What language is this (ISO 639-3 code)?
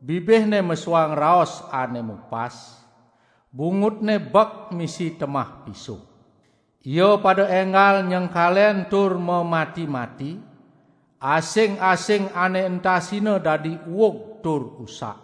ban